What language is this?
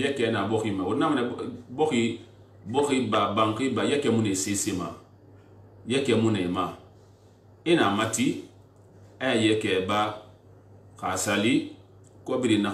Susu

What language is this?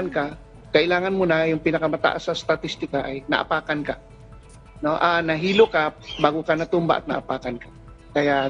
Filipino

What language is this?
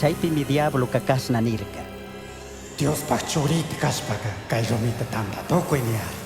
Chimborazo Highland Quichua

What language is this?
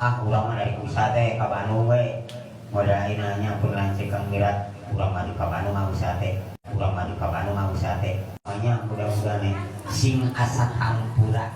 Sundanese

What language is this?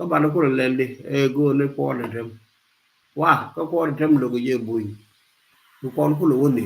Nuer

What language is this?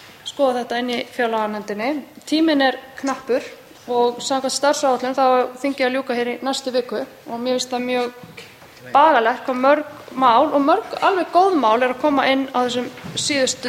Icelandic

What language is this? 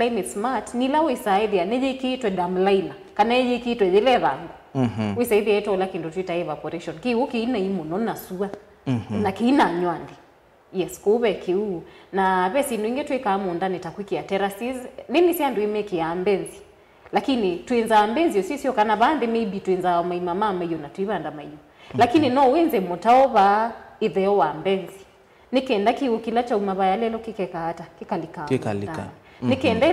Kamba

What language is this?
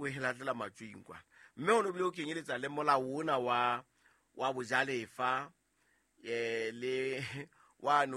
Southern Sotho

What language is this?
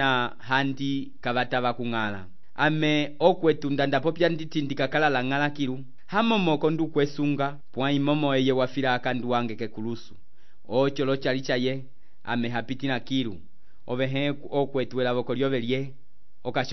Umbundu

